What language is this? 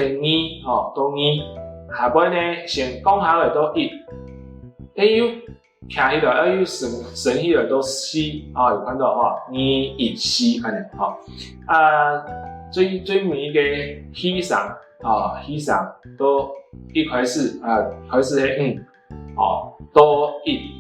Hakka Chinese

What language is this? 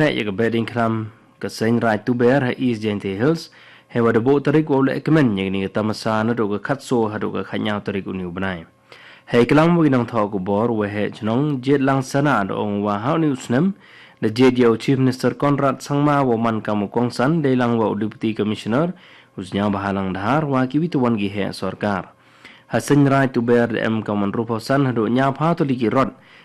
Khasi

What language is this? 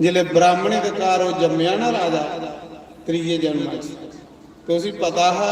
Dogri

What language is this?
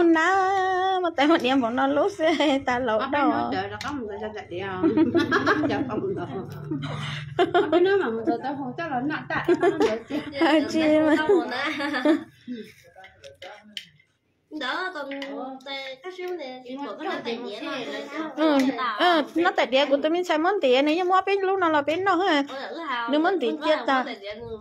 Vietnamese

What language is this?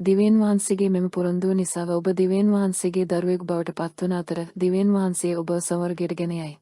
Sinhala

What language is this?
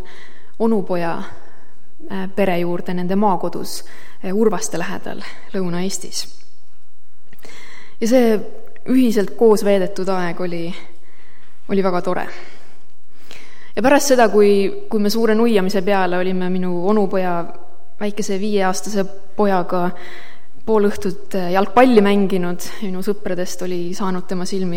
Estonian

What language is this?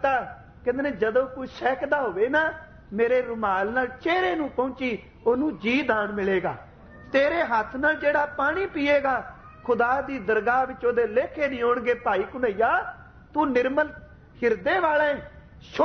Punjabi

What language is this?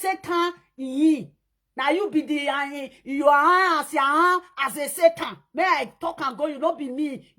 Nigerian Pidgin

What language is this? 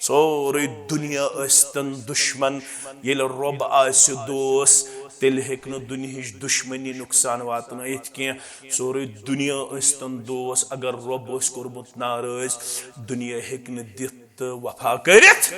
Kashmiri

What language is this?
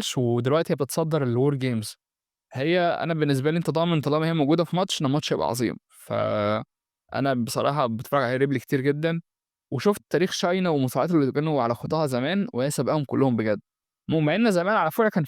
Egyptian Arabic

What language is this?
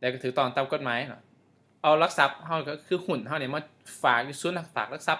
Lao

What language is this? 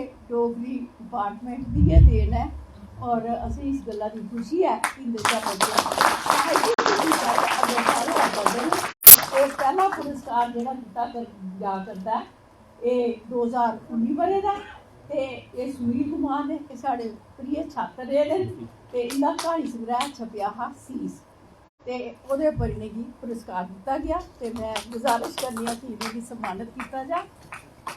Dogri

